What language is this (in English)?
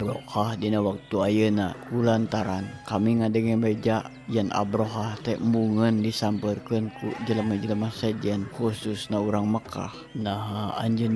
Sundanese